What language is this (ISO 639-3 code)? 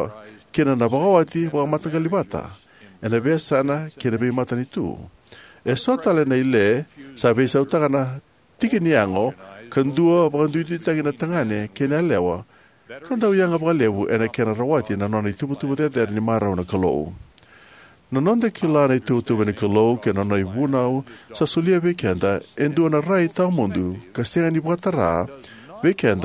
fij